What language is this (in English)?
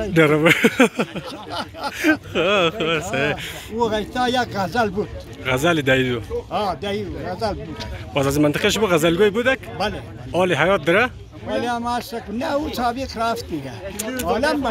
Persian